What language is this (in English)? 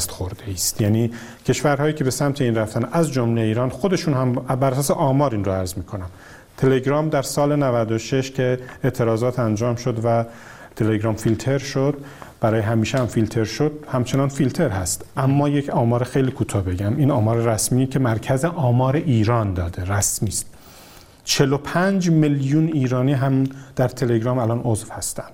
Persian